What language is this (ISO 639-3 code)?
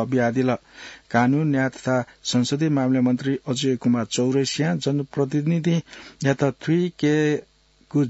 new